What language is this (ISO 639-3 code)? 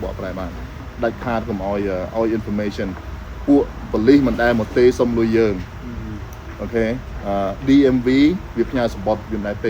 khm